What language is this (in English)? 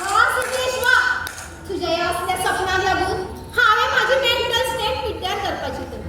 Konkani